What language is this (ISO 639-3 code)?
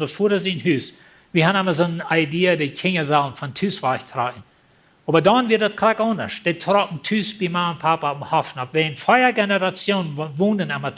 pdt